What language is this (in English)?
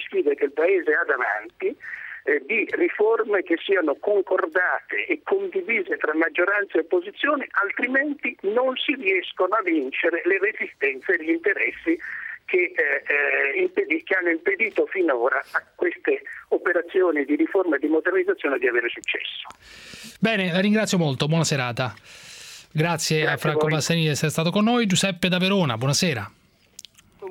Italian